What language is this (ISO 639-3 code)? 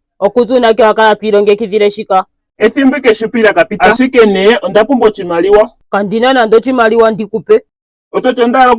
ndo